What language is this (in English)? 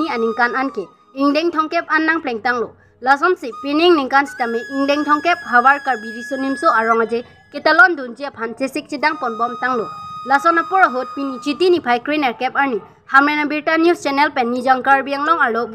Karbi